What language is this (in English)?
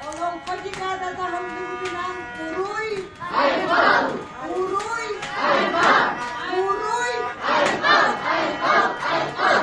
Yakut